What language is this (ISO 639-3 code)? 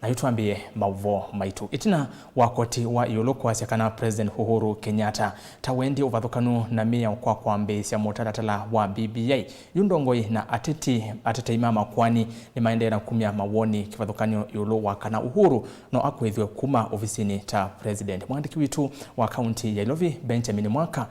kam